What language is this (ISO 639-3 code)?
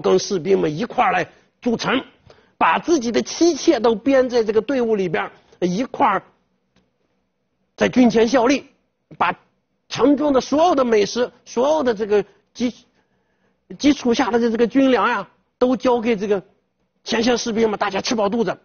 zho